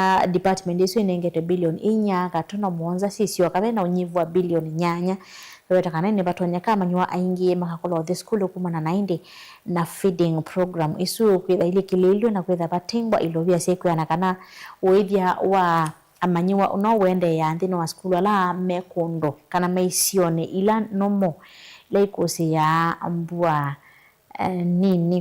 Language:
Kamba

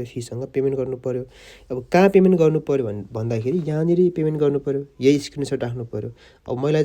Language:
Nepali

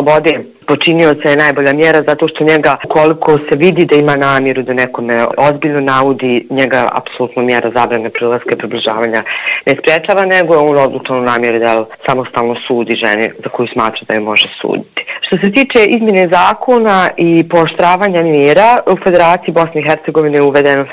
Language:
Bosnian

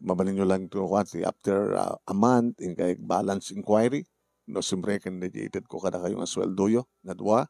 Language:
Iloko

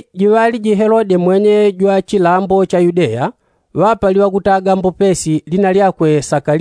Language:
Yao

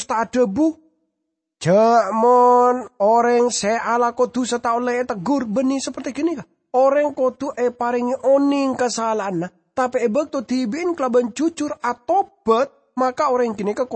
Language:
Madurese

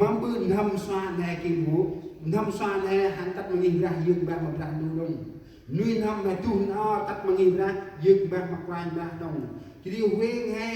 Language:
Central Mnong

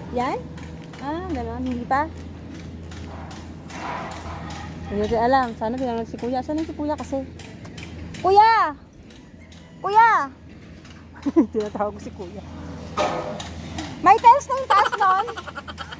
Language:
Filipino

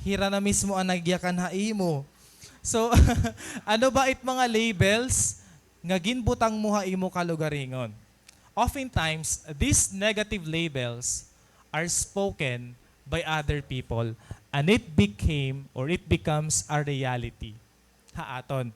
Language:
Waray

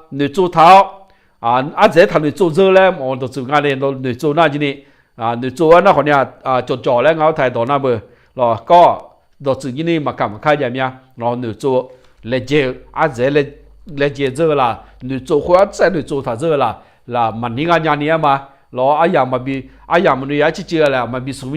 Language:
Akha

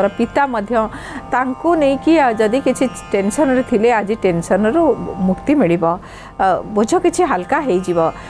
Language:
Odia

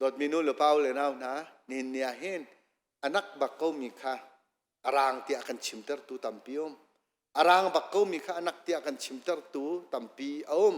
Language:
Hakha Chin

